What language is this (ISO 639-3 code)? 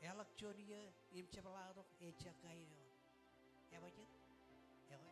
mah